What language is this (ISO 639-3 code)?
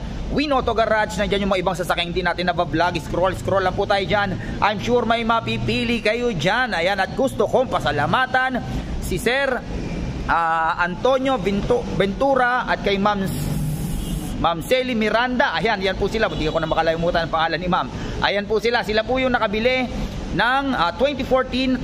fil